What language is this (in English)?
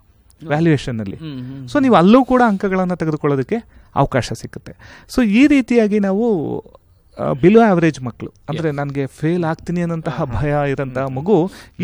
Kannada